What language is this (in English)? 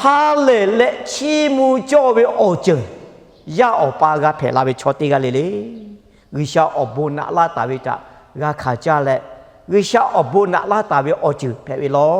Lahu